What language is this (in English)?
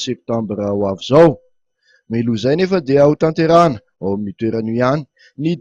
Malagasy